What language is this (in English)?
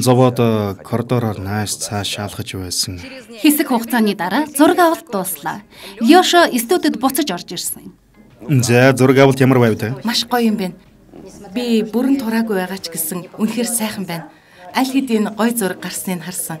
Mongolian